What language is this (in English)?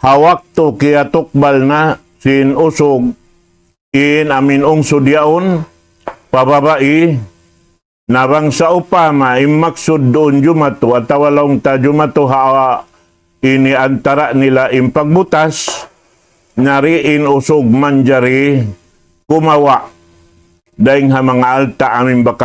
Tausug